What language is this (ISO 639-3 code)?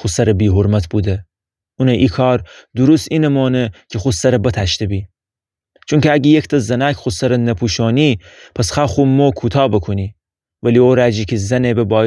glk